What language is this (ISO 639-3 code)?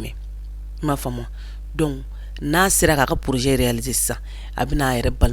bam